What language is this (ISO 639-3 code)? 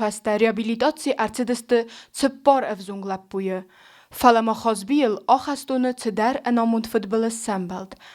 oss